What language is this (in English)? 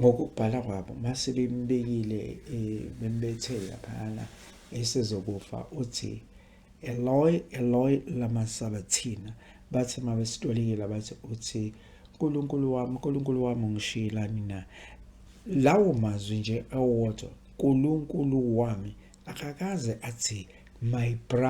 Zulu